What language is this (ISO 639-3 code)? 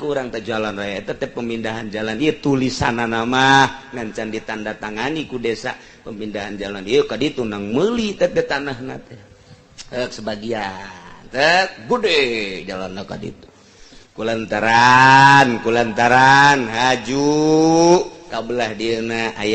sun